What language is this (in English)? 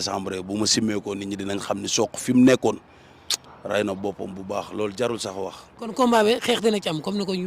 Wolof